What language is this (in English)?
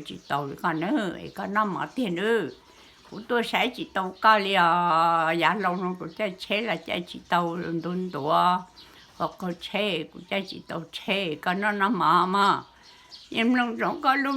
Hmong